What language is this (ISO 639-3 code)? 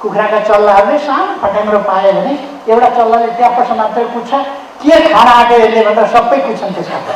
nep